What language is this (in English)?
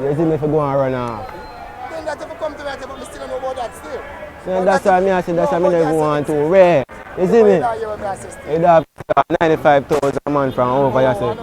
Jamaican Creole English